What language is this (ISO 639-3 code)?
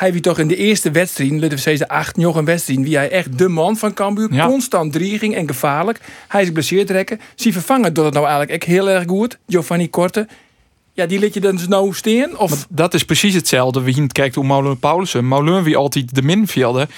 fry